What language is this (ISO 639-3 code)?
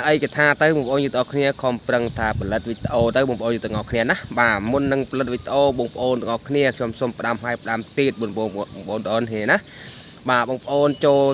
khm